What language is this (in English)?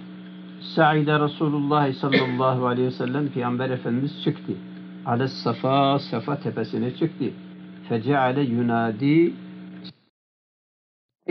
Turkish